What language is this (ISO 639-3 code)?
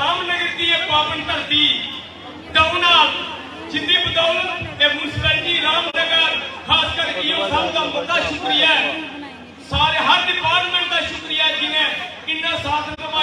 doi